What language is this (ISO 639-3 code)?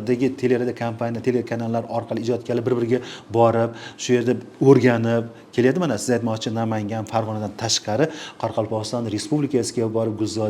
uzb